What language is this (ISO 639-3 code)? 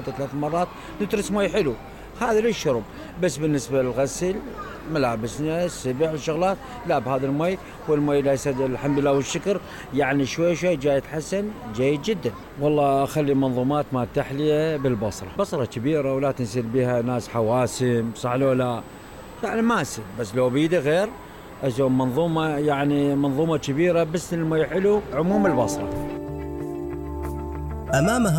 acm